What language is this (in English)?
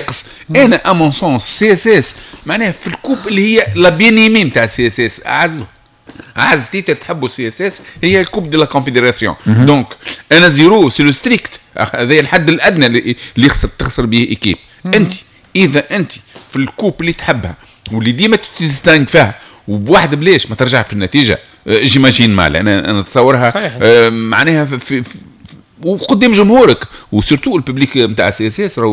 Tunisian Arabic